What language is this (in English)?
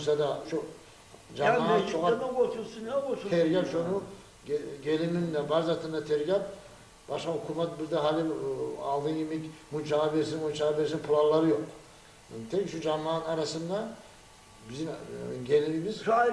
Kumyk